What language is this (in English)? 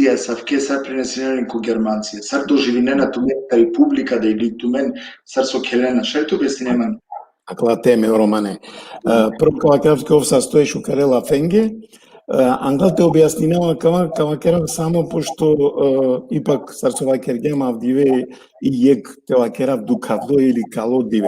Balkan Romani